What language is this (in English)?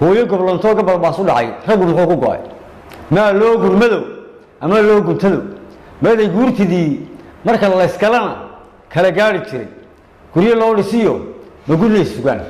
Somali